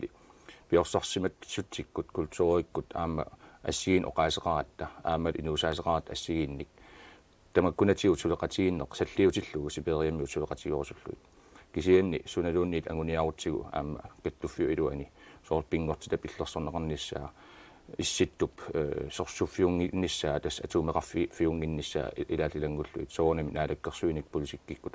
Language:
Kalaallisut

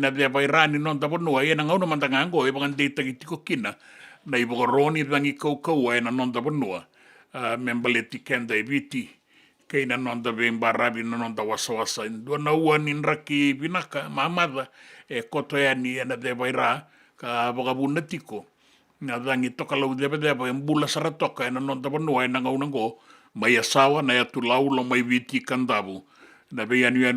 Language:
Fijian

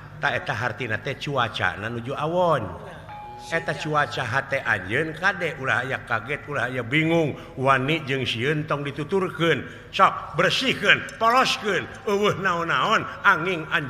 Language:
Sundanese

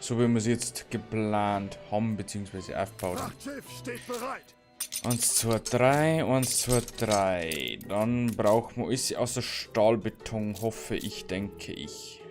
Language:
Bavarian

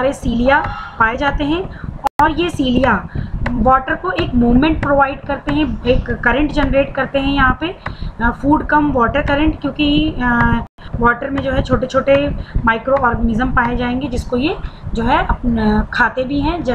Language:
Hindi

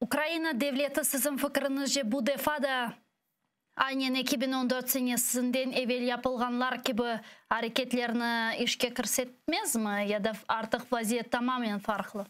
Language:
Crimean Tatar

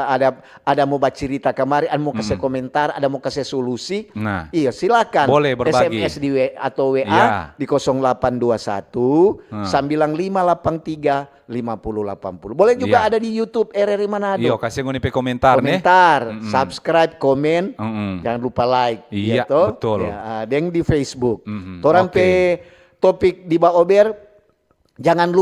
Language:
Manado Malay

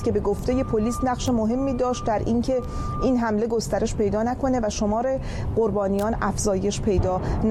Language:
Persian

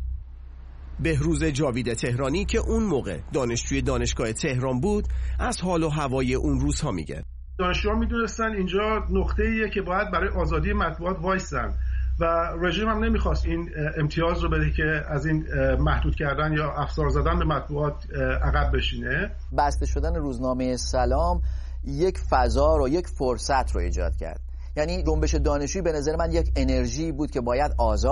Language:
Persian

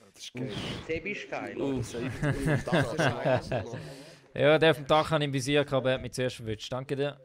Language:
Swiss German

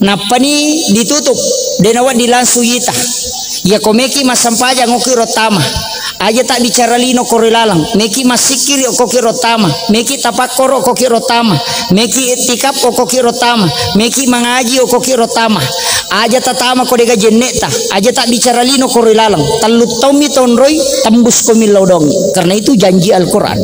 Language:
Buginese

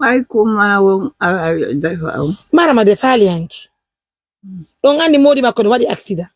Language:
Pular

